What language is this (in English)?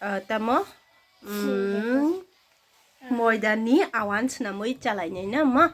Kok Borok